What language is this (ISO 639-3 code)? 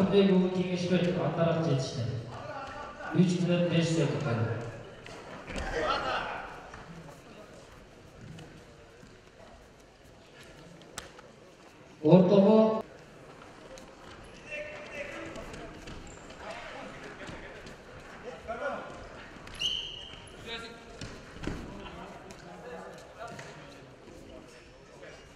kaz